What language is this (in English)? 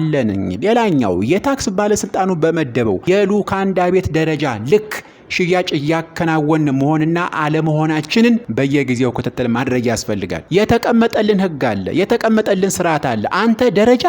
Amharic